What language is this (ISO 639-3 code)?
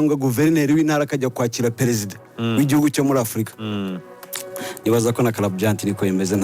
kin